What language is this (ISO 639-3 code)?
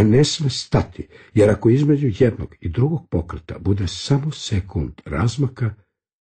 srp